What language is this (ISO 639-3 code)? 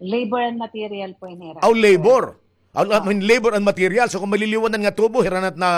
war